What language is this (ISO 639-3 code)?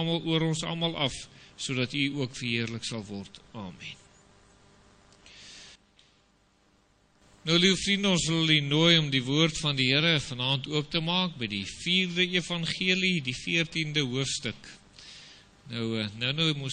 afr